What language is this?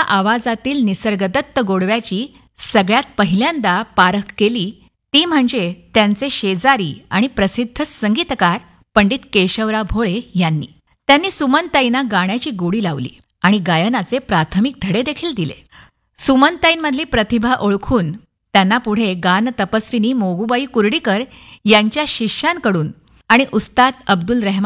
Marathi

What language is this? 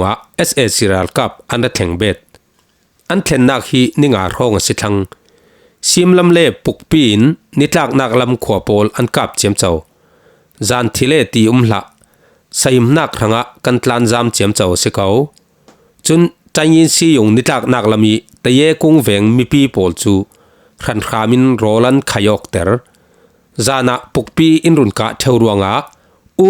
Falam Chin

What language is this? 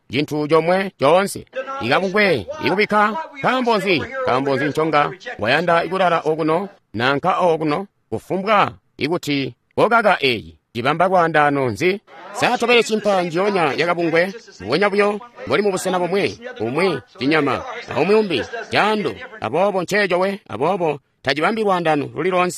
Tonga (Zambia)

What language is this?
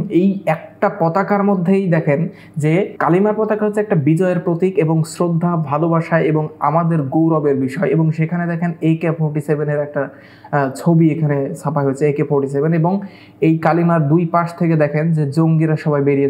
Bangla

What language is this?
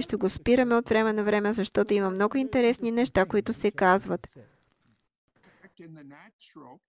Bulgarian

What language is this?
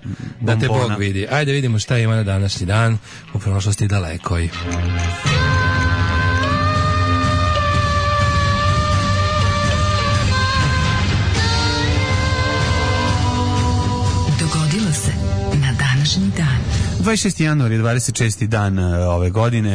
Serbian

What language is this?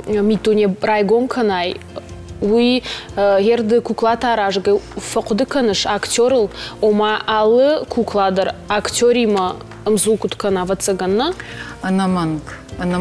Ossetic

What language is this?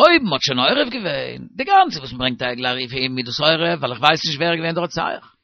Yiddish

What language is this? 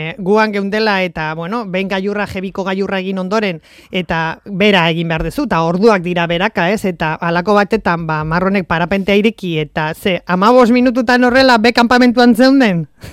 Basque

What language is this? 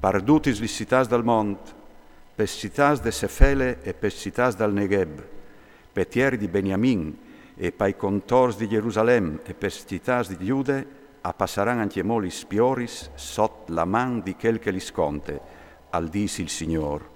Friulian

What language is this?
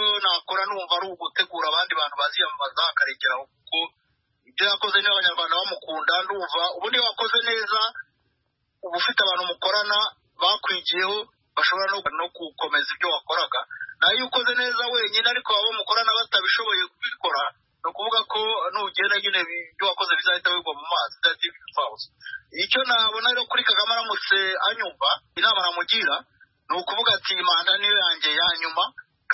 Kinyarwanda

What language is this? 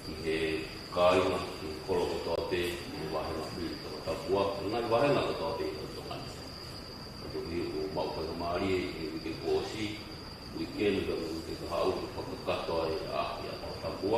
Tongan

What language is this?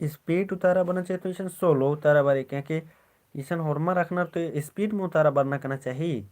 Kurukh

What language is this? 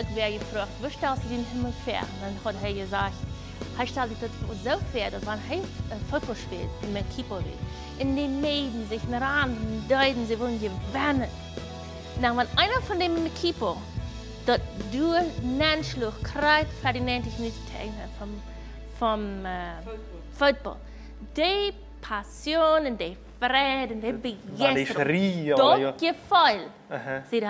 Plautdietsch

